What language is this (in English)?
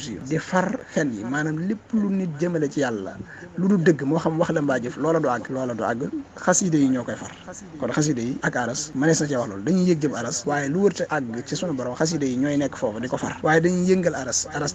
Wolof